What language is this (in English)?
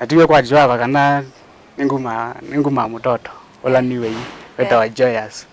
Kamba